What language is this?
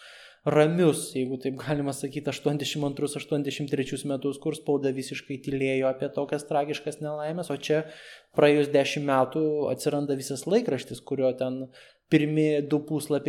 Lithuanian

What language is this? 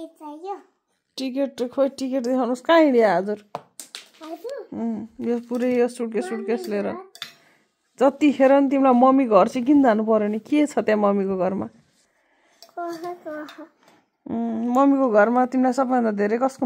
Nepali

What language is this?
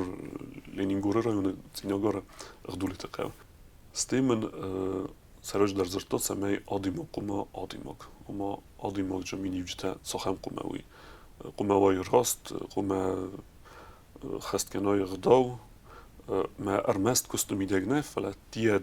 Ossetic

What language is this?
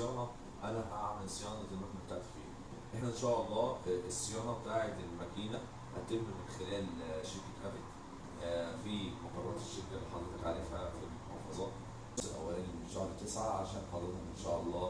Egyptian Arabic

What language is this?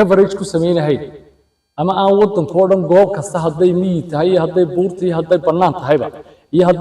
Somali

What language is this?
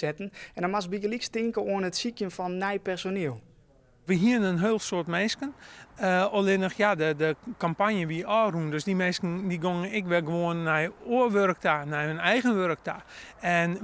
Western Frisian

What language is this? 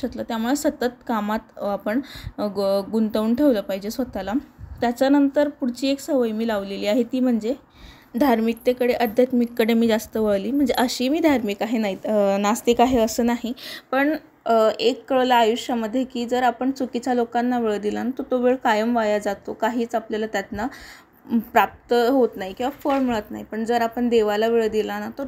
Marathi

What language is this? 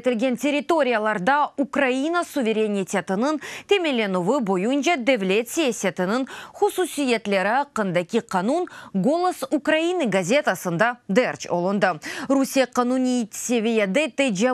Crimean Tatar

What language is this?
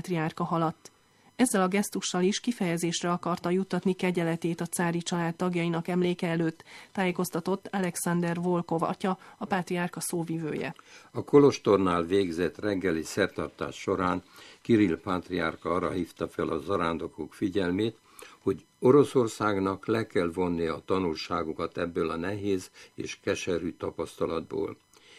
Hungarian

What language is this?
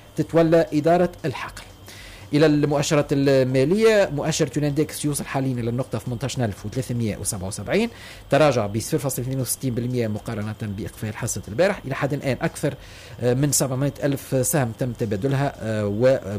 Tunisian Arabic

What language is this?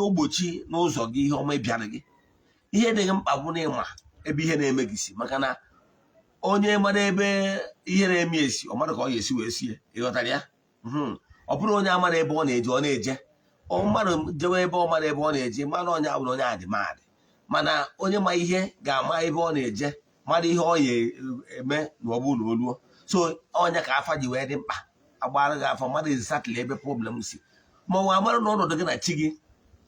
Igbo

